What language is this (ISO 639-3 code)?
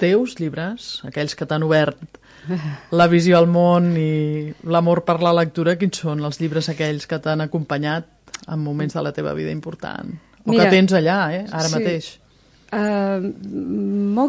cat